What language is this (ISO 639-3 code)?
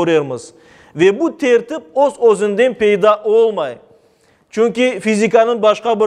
crh